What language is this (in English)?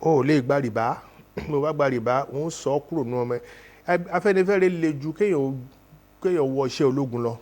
Yoruba